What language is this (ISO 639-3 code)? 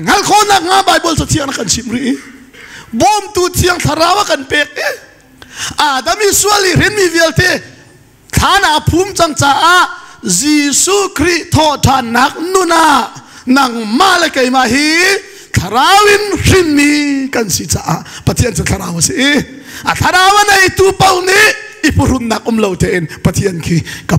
cnh